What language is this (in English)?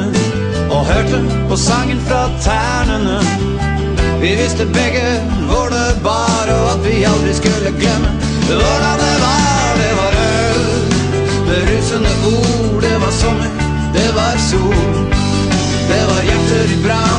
Norwegian